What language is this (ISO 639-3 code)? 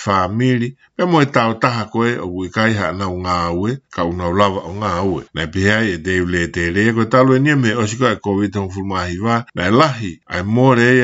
ton